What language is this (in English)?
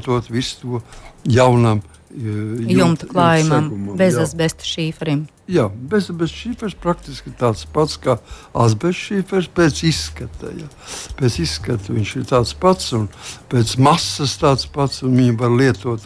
Latvian